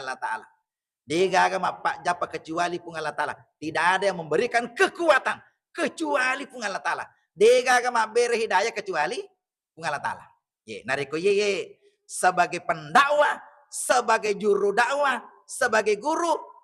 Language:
Buginese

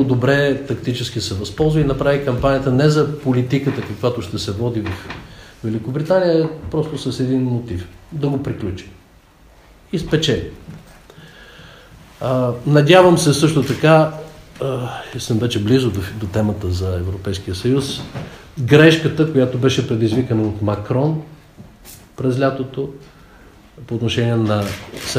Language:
Bulgarian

